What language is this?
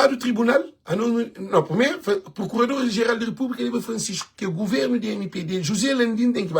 Kabuverdianu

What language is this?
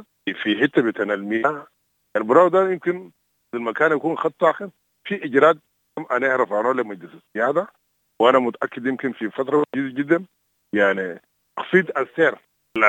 Sudanese Arabic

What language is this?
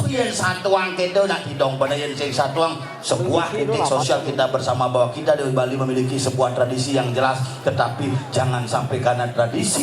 Balinese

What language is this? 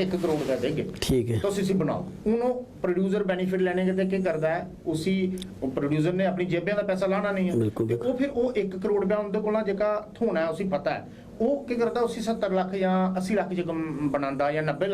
Dogri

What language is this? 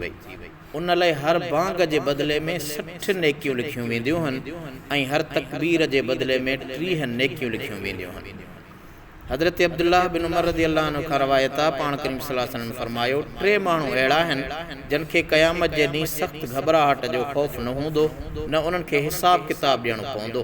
Sindhi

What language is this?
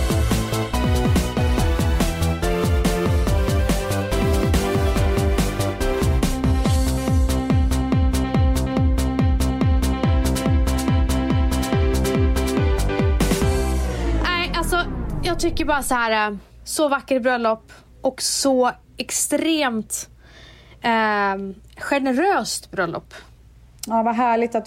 Swedish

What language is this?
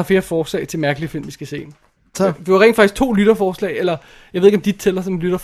Danish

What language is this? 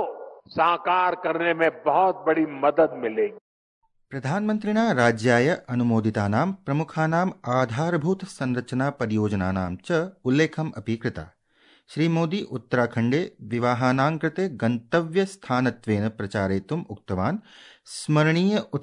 Sanskrit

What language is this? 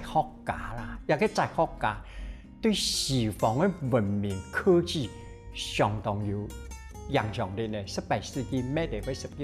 Hakka Chinese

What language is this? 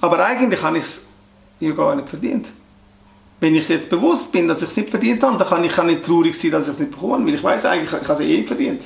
Swiss German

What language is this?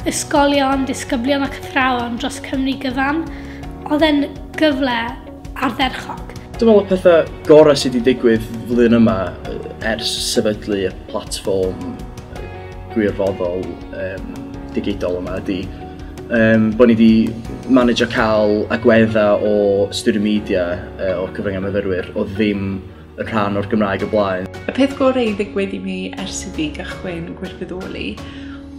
Welsh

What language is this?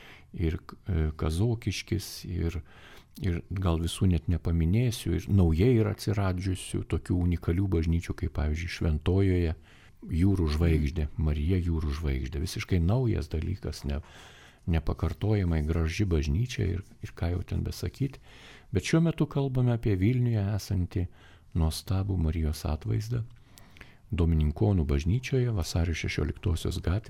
Lithuanian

